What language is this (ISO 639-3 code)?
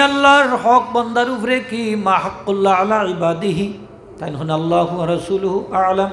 syl